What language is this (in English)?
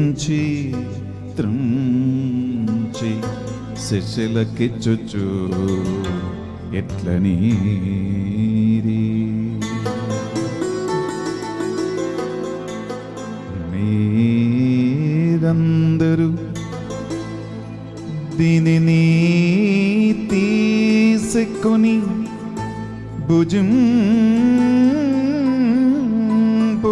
Telugu